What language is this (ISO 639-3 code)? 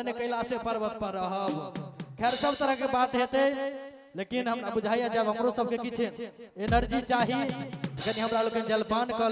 mai